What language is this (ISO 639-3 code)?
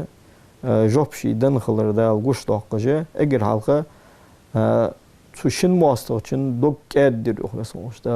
inh